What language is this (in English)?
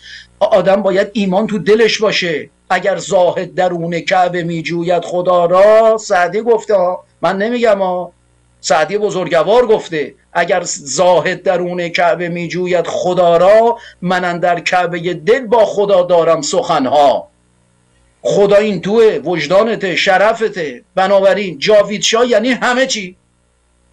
Persian